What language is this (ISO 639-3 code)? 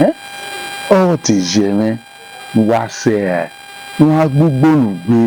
bin